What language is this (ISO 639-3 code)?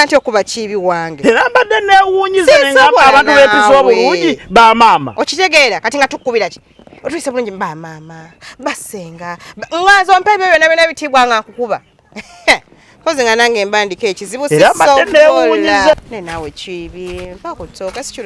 lug